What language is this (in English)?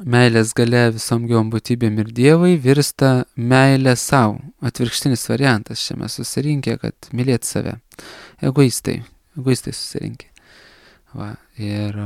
Lithuanian